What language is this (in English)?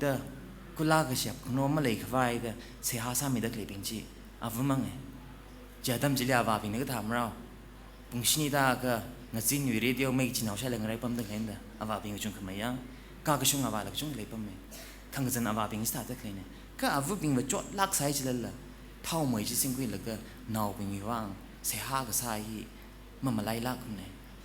Tangkhul Naga (India)